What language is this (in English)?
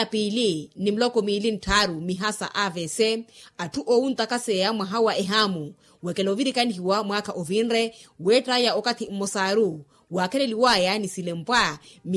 Makhuwa